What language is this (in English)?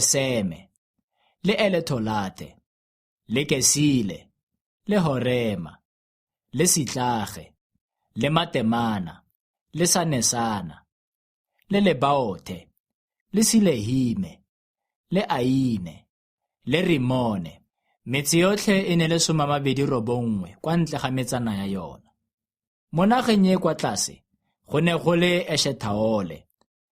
Tswana